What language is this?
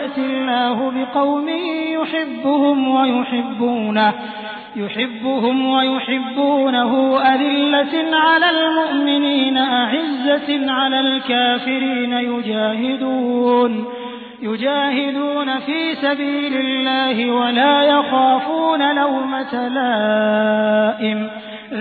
Arabic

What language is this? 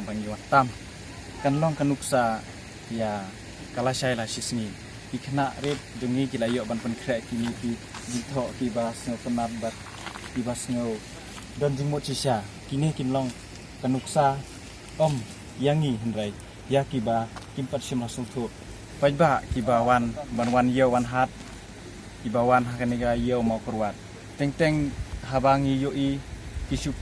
Khasi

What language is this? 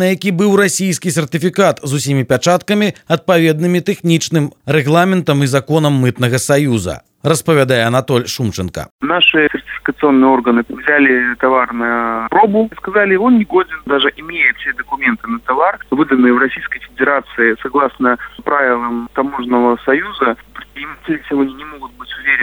Belarusian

